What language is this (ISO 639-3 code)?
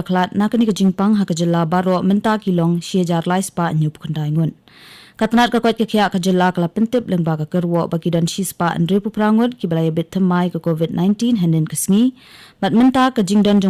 kha